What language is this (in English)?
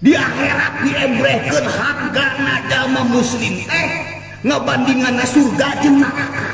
Sundanese